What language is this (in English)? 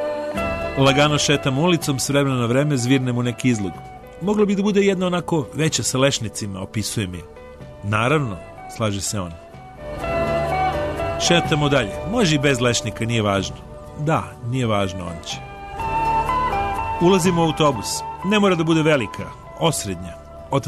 Serbian